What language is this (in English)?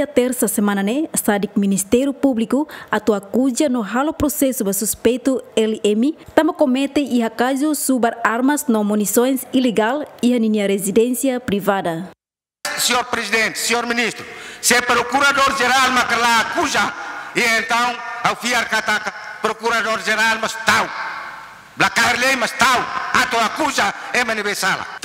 Tetum